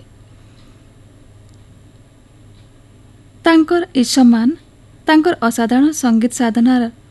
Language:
Odia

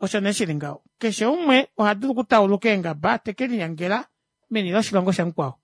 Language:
Kuanyama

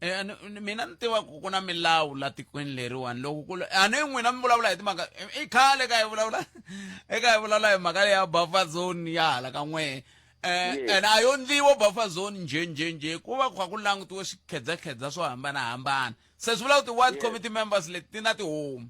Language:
Tsonga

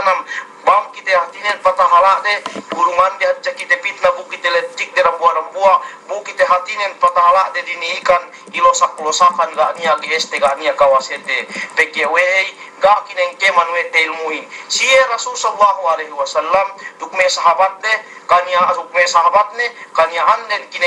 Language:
Yakan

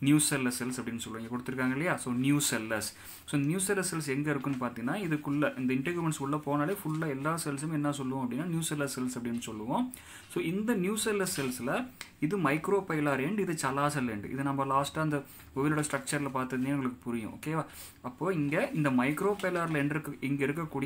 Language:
Tamil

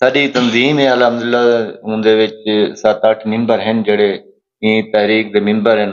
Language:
Saraiki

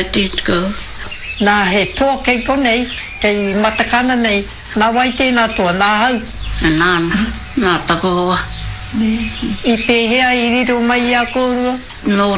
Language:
Māori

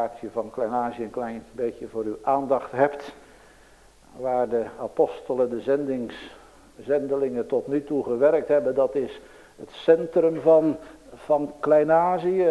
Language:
Dutch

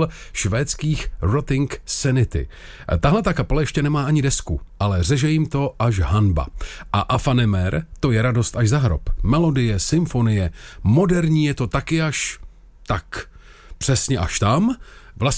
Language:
Czech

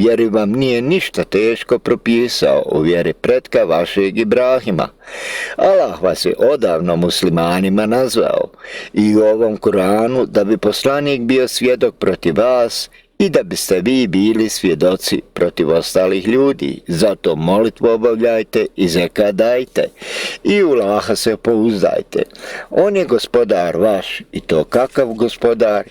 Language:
Bosnian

